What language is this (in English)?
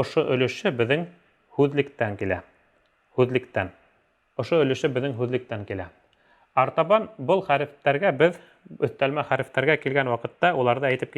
Bashkir